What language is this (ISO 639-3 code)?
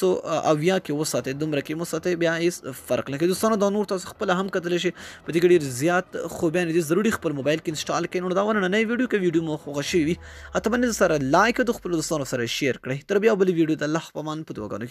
pus